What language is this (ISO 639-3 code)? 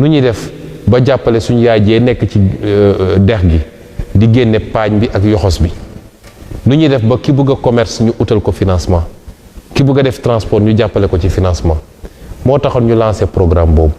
wol